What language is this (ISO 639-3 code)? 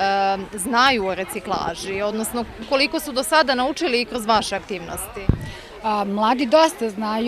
srp